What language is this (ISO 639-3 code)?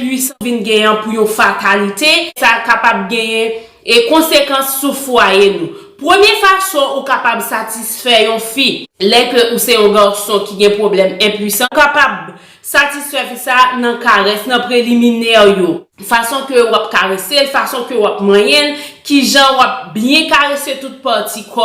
hat